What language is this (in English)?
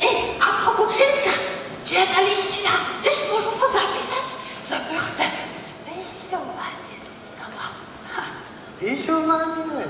Upper Sorbian